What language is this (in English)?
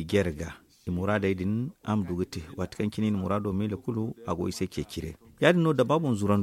Zarma